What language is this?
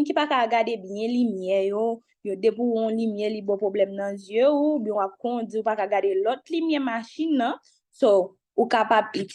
Haitian Creole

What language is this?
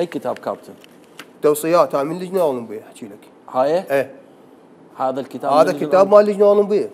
Mesopotamian Arabic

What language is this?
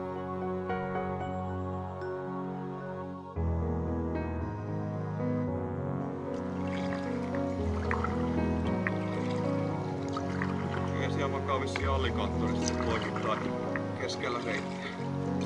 Finnish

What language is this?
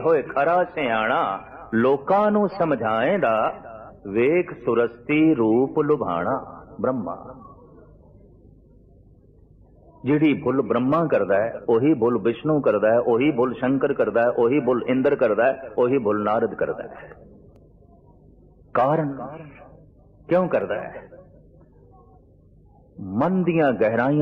Punjabi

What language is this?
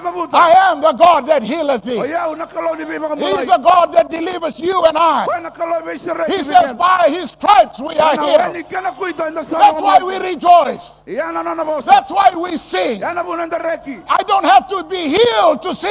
Fijian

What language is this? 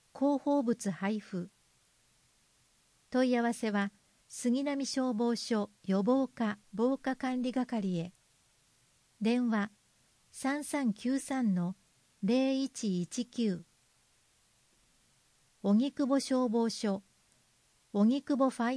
Japanese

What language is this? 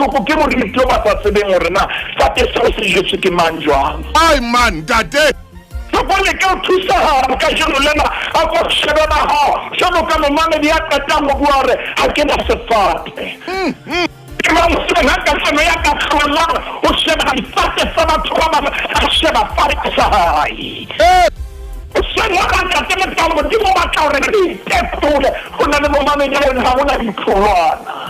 Southern Sotho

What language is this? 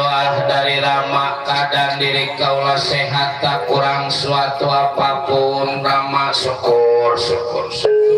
Betawi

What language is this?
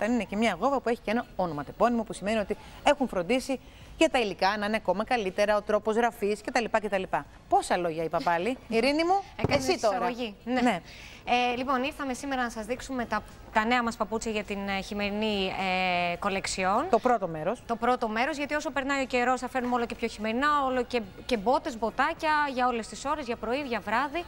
Greek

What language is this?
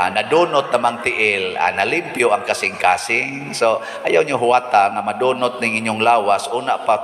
Cebuano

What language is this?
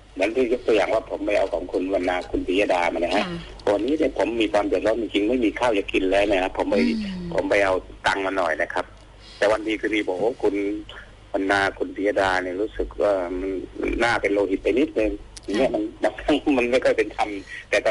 Thai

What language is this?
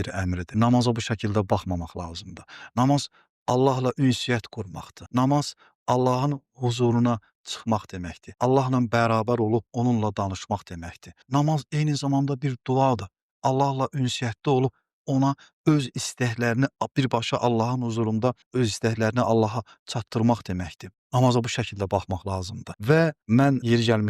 Azerbaijani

